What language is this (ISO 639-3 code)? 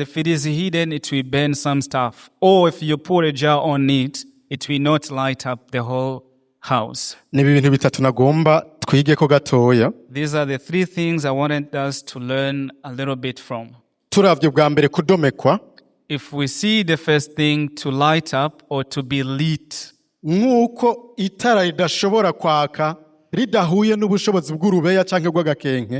run